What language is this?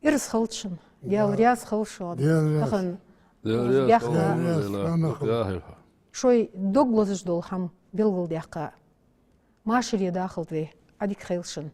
Ingush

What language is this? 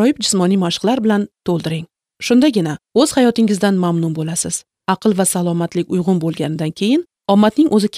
Uzbek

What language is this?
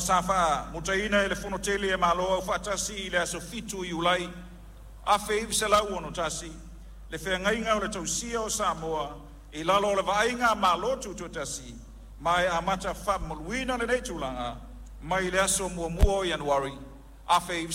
Samoan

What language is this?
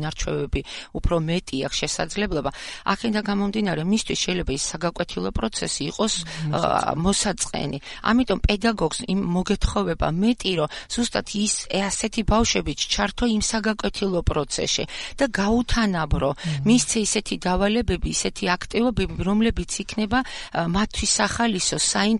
Georgian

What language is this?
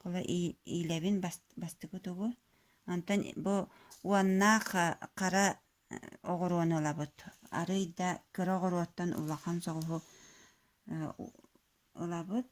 Yakut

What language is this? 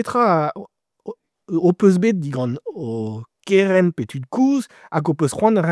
Breton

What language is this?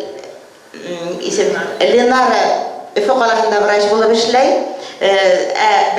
Bashkir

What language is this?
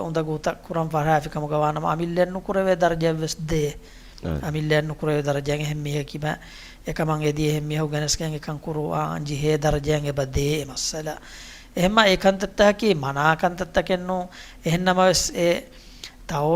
Divehi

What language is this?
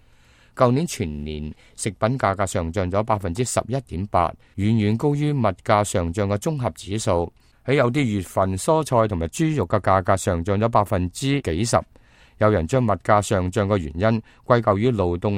Cantonese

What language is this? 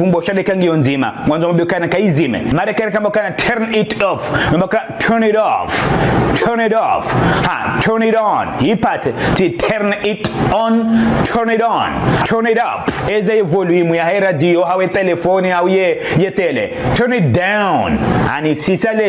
Ngazidja Comorian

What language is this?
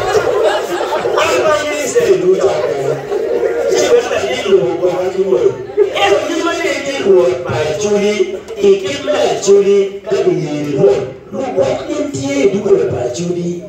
Acoli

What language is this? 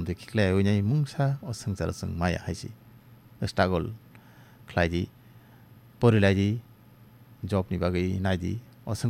Kok Borok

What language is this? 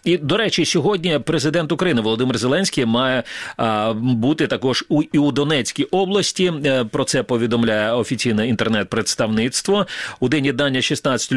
Ukrainian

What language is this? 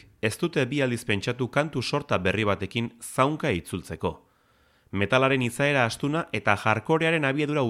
Basque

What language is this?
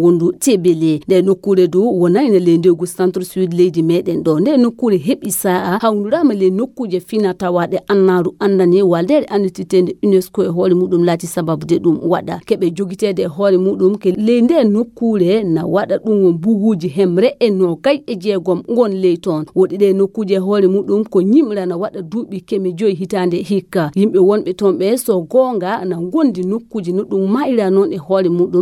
Nigerian Fulfulde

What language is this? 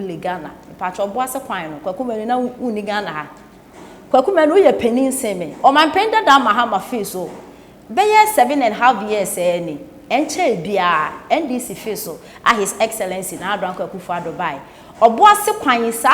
Akan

